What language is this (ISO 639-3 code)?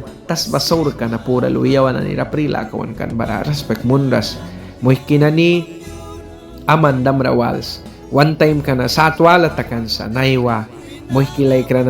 miq